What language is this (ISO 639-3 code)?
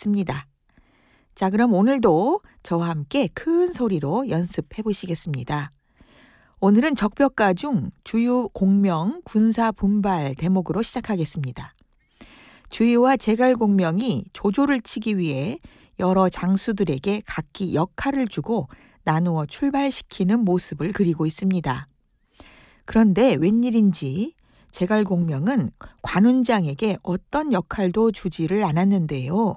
kor